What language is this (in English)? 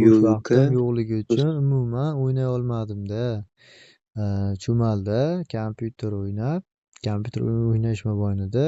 Uzbek